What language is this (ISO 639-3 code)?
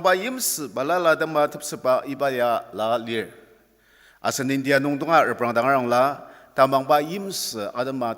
njo